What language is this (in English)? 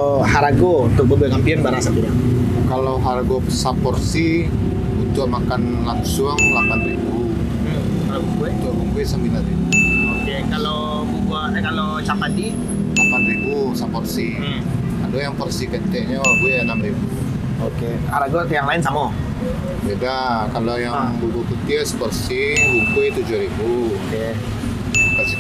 Minangkabau